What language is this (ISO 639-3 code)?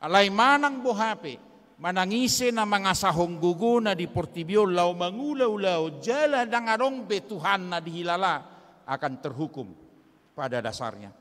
bbc